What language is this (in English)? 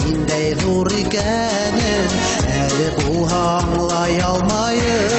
Bashkir